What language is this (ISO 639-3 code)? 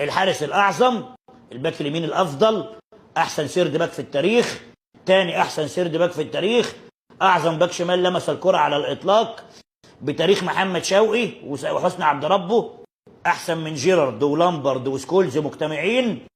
arz